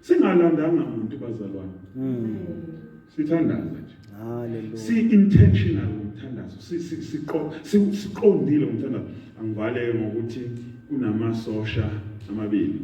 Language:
Zulu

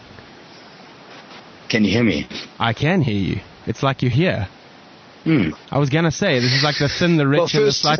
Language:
English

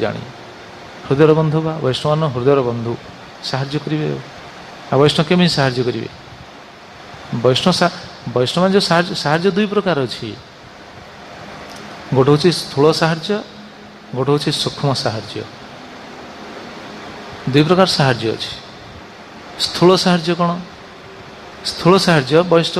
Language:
Odia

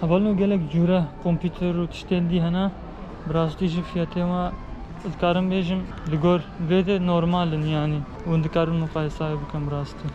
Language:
Kurdish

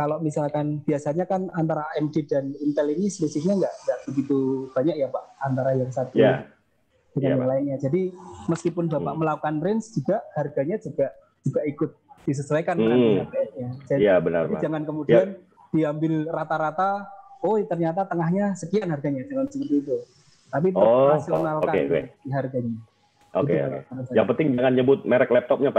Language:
Indonesian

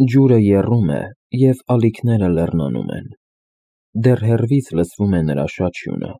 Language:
Armenian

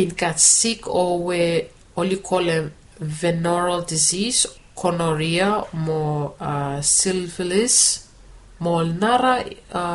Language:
Bislama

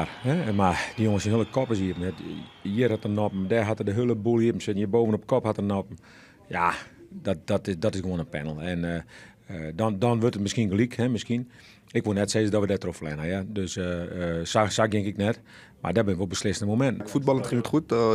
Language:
Western Frisian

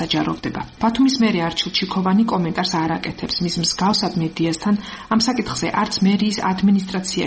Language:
Georgian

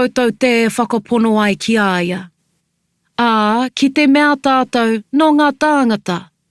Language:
Māori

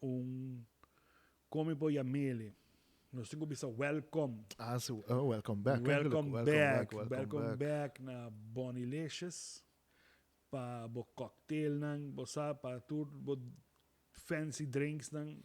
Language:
Papiamento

